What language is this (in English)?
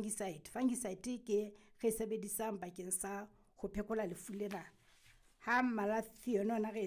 Southern Sotho